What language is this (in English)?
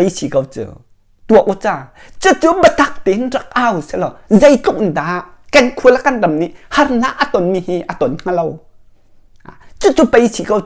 Hakha Chin